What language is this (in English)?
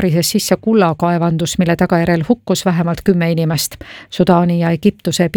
Estonian